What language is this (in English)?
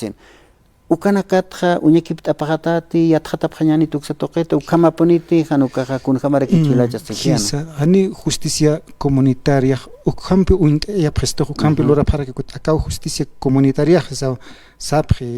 Aymara